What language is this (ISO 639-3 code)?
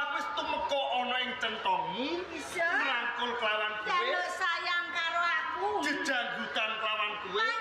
jav